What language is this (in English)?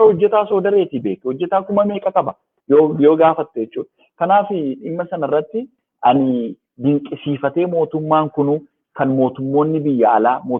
Oromo